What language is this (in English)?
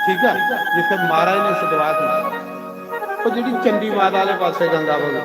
Dogri